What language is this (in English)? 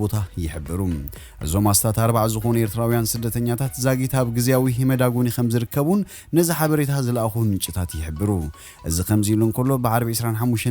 Tigrinya